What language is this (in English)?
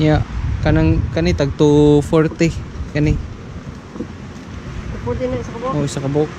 Cebuano